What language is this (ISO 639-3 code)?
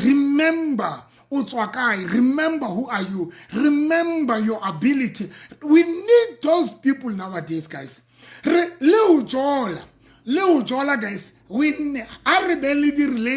sot